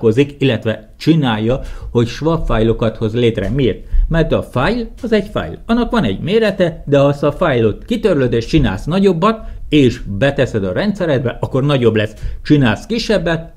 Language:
Hungarian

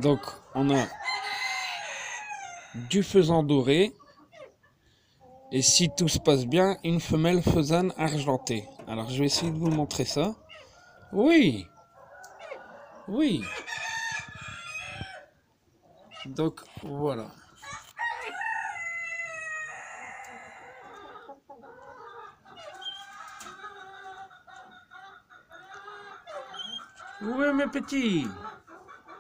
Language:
French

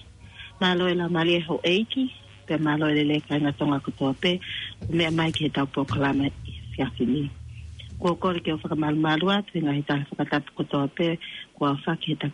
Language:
Tongan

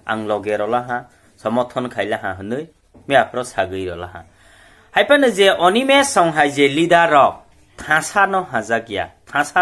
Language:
Kok Borok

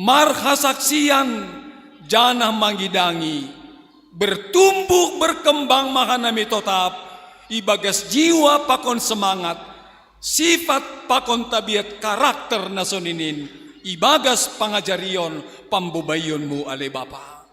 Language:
Batak Simalungun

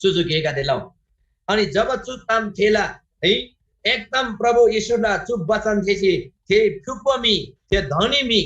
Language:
Eastern Tamang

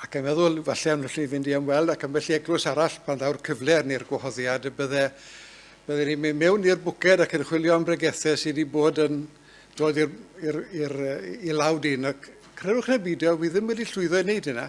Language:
Welsh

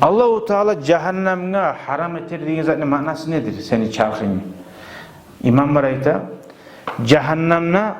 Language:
Kumyk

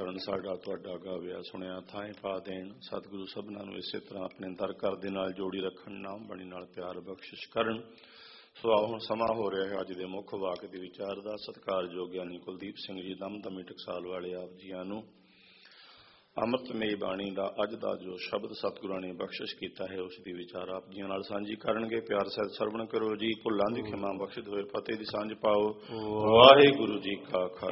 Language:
Punjabi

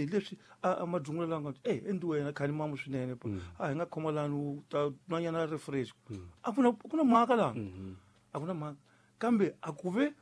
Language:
Tsonga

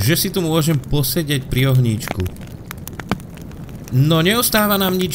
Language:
Slovak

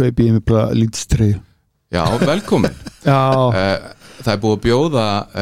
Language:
Icelandic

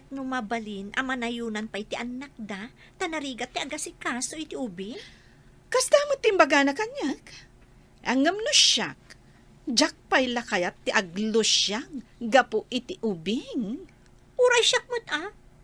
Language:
Iloko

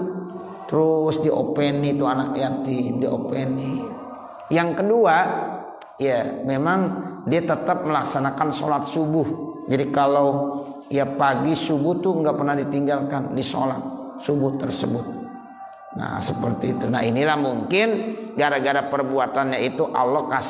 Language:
Indonesian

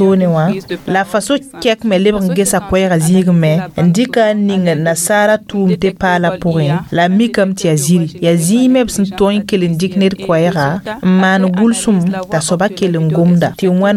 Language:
Mossi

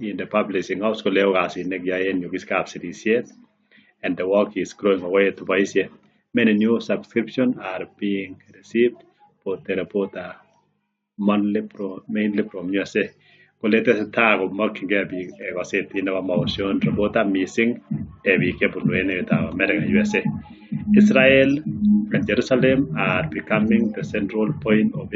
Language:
Kalenjin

